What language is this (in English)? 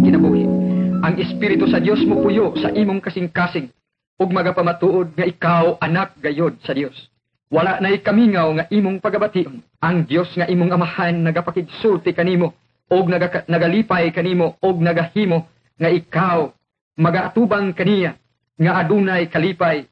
Cebuano